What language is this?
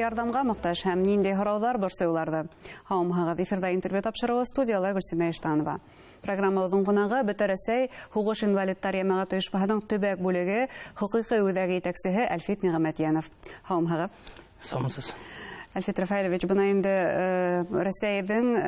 Bashkir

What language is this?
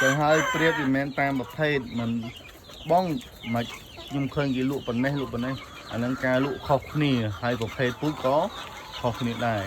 Khmer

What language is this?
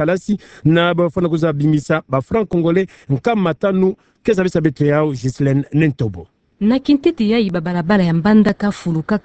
Kituba (Democratic Republic of Congo)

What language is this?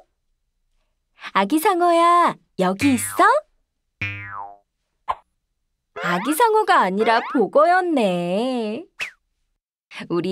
Korean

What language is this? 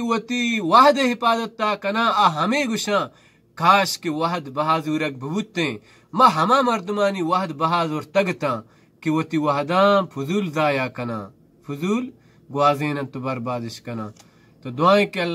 Baluchi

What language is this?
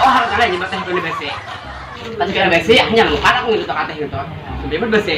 Banjar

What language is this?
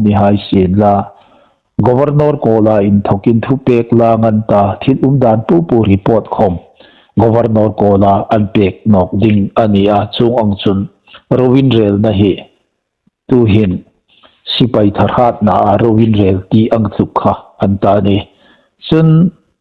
Hmar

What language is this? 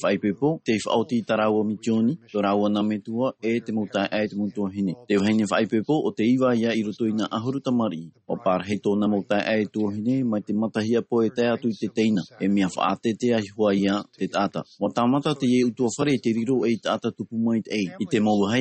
Tahitian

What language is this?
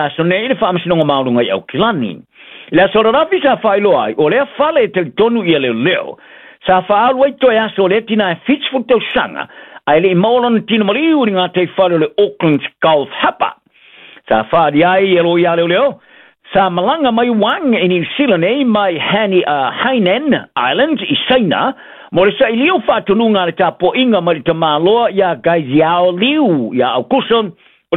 Samoan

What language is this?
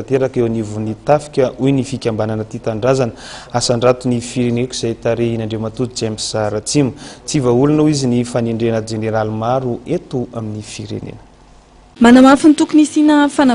Malagasy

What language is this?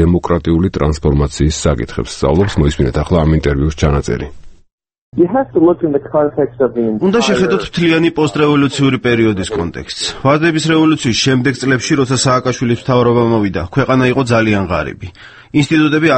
Georgian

